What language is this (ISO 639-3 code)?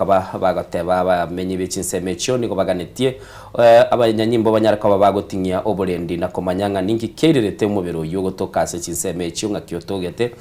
guz